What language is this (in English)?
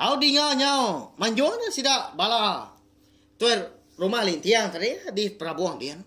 Iban